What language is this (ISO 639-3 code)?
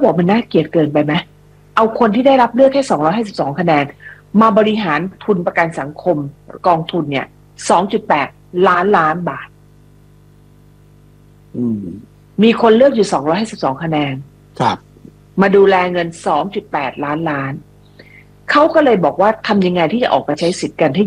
tha